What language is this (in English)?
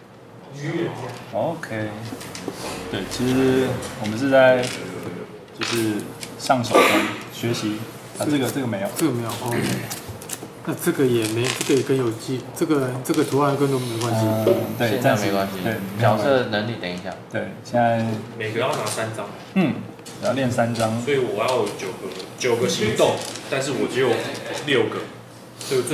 Chinese